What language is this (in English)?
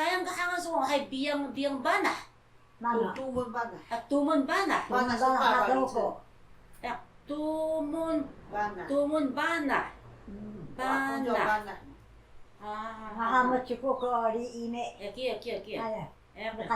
Taroko